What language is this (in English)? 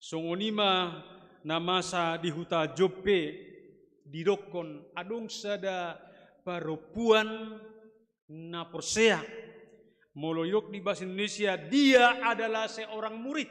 Batak Toba